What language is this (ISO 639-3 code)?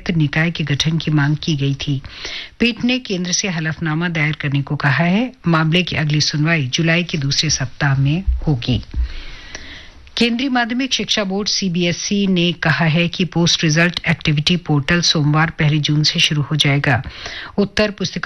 hin